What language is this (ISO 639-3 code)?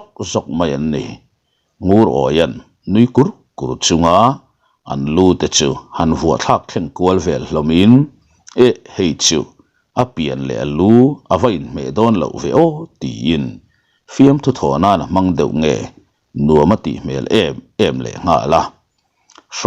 lus